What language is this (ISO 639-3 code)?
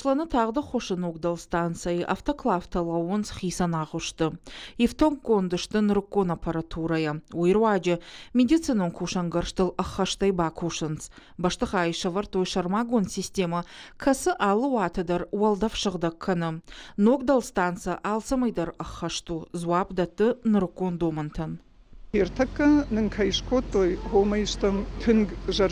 oss